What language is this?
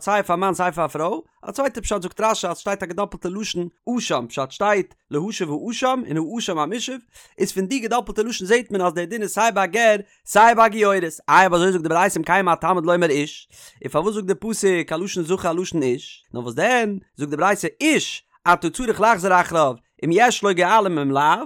Yiddish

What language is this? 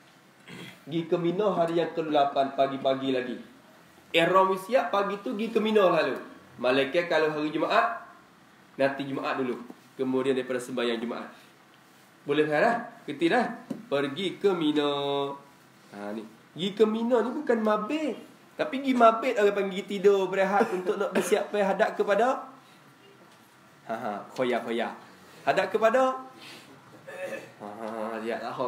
Malay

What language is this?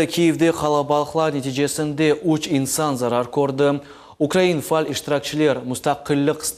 Crimean Tatar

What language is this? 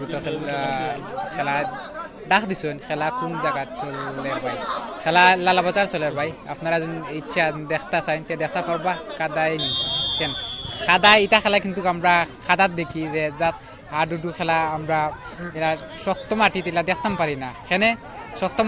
Sylheti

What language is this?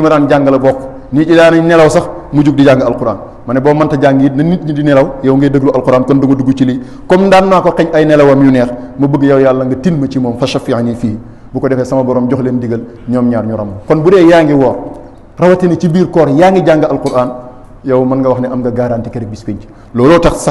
Wolof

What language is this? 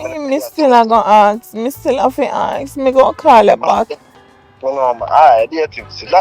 Jamaican Creole English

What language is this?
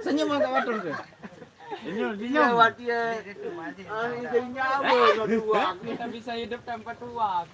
Sasak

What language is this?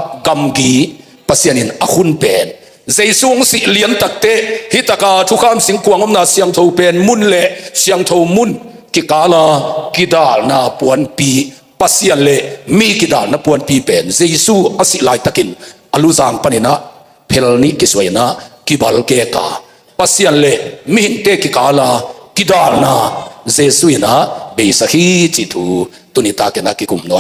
Tedim Chin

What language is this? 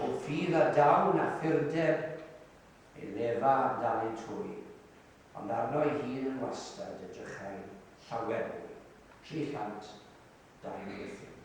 Welsh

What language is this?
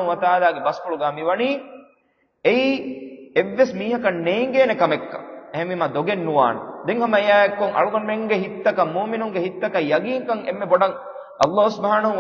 Divehi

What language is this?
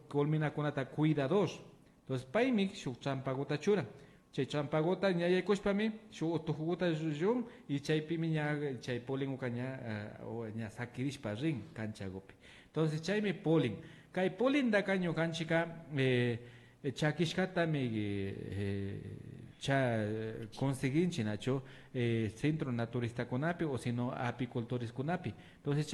Imbabura Highland Quichua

